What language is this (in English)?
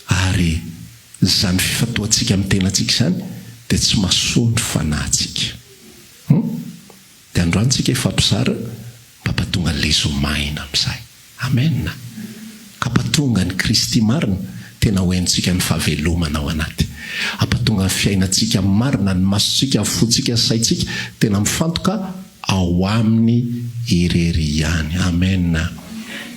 Malagasy